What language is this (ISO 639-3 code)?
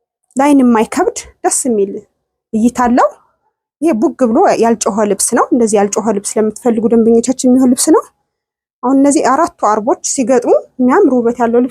amh